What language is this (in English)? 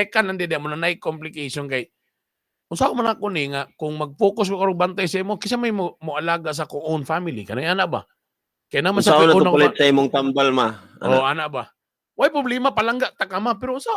Cebuano